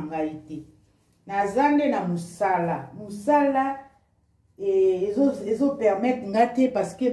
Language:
Lingala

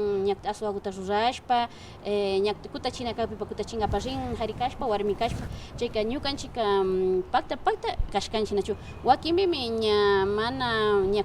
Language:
Imbabura Highland Quichua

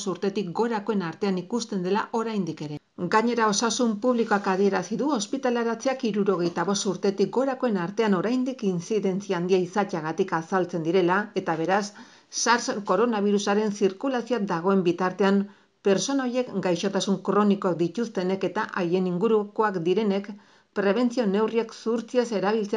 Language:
Basque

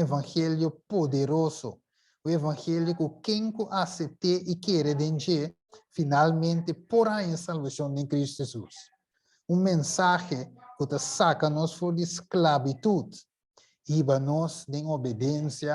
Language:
Papiamento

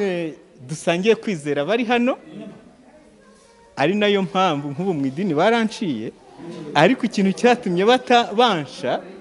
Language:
Kinyarwanda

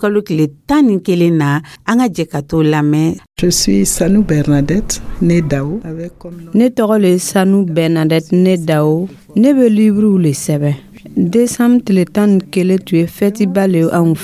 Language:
Dyula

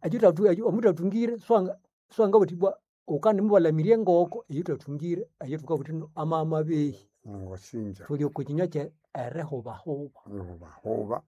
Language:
Nande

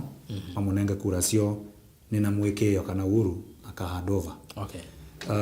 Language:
Kamba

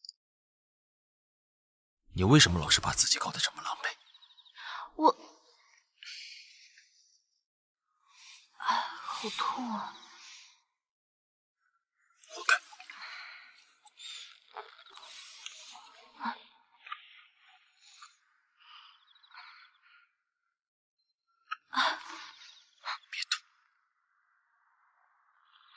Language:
Chinese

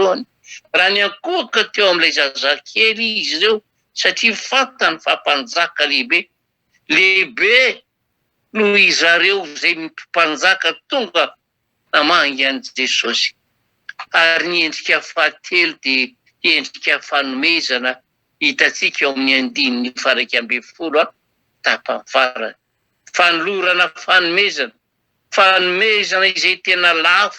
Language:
Malagasy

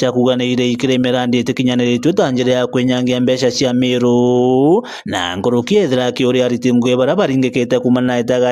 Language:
Meru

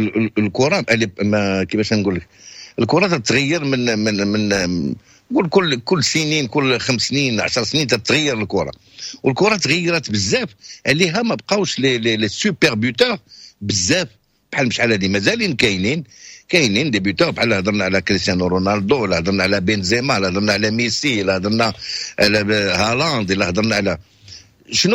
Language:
Moroccan Arabic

